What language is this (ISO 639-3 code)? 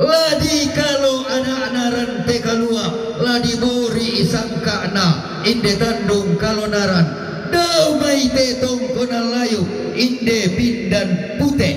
sda